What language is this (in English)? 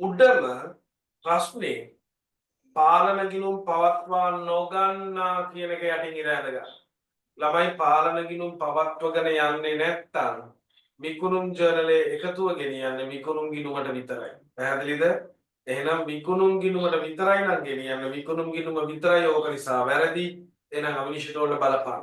Sinhala